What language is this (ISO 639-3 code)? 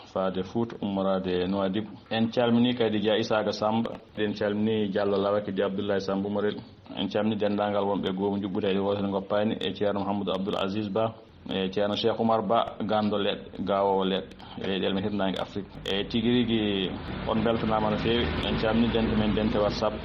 ful